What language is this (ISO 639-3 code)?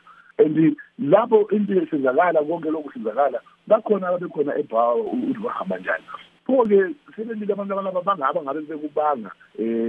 nde